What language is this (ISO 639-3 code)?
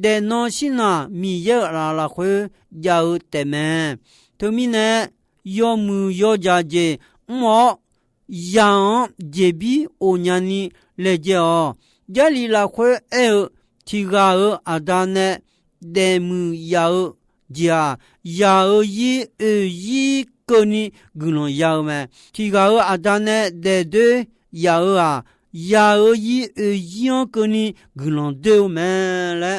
ahk